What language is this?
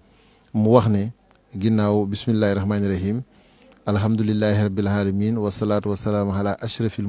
Wolof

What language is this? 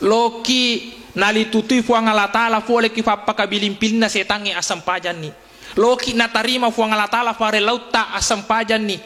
Buginese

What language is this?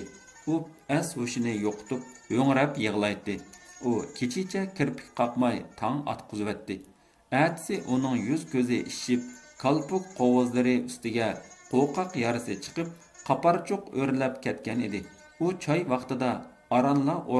Uyghur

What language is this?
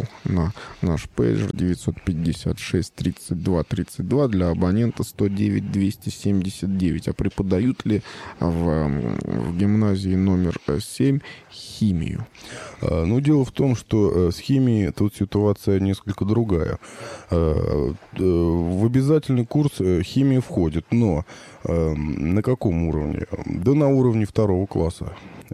Russian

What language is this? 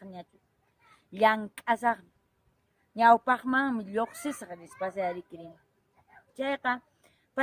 Quechua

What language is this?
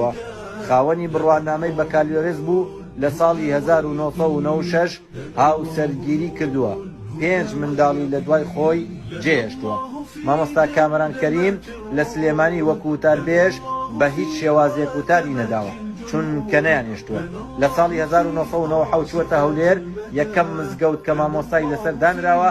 Central Kurdish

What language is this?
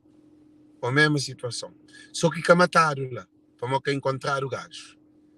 Kabuverdianu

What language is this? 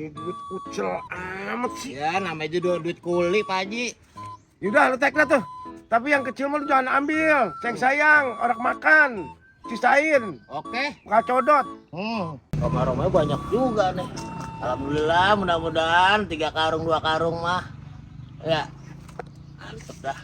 Betawi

